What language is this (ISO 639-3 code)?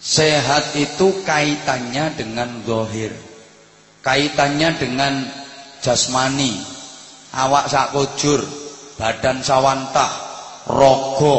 jav